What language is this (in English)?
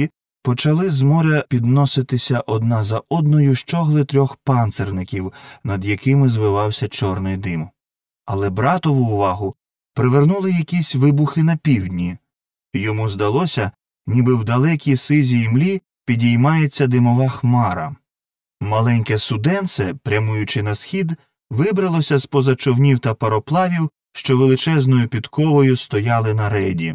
Ukrainian